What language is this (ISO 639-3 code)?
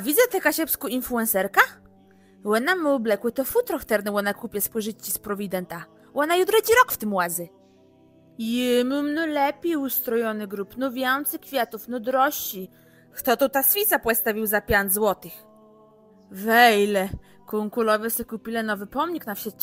csb